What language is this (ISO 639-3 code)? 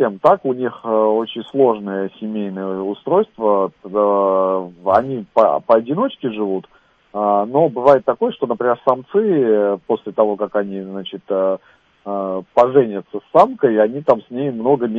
rus